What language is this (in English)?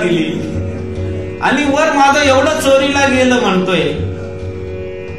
Marathi